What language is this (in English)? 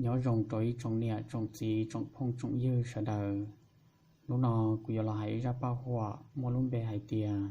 Hmong